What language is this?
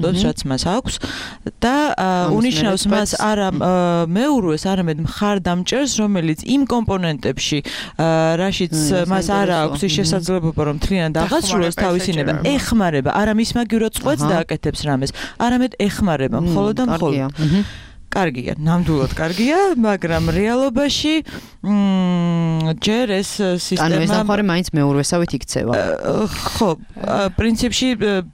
Georgian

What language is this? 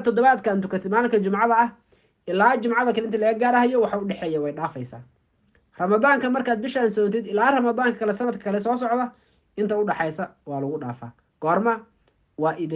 Somali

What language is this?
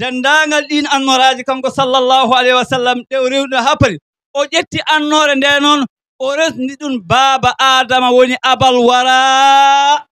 Fula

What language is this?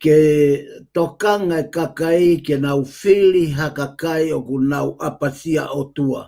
Tongan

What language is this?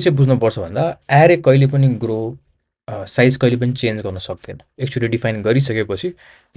Nepali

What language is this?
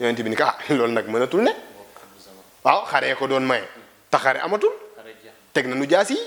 Wolof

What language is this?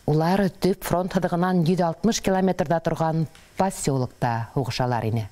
Bashkir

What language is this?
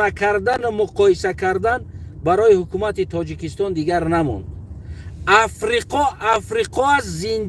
Tajik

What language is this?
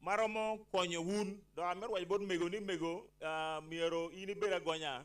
Acoli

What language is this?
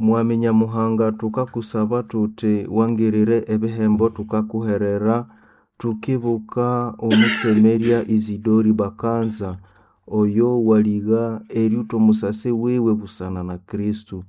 Nande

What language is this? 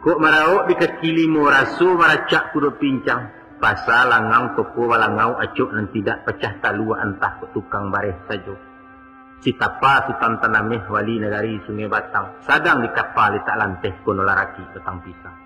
Minangkabau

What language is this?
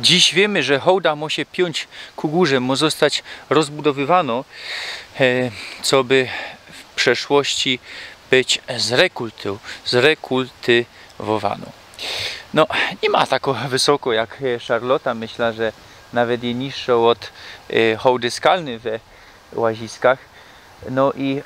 Silesian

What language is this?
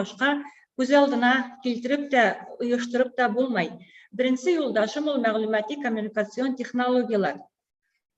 Bashkir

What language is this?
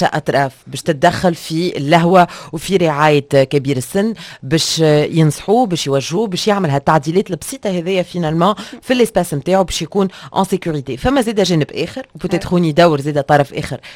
Tunisian Arabic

